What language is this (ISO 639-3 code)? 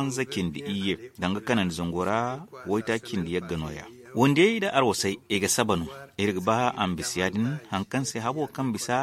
dje